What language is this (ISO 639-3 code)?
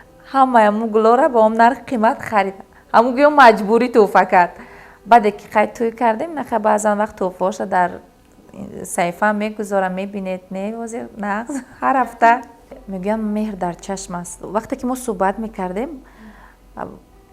tgk